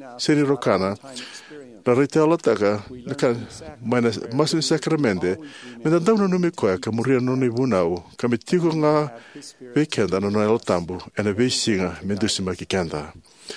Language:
Fijian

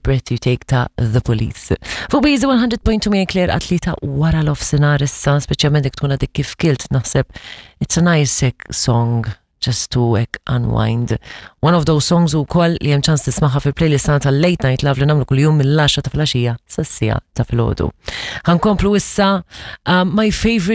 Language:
Maltese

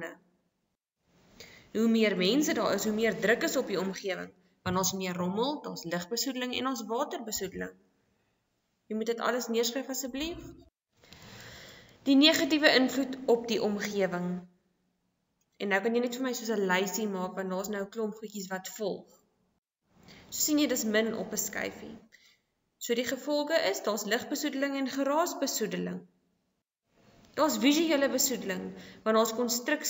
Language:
Afrikaans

